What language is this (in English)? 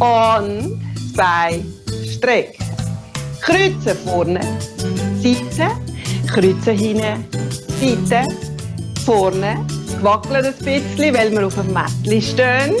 Swiss German